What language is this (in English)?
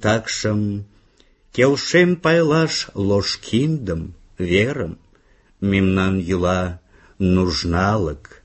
Mari